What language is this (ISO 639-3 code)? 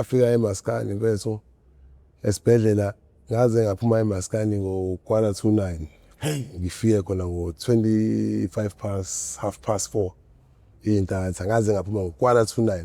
zul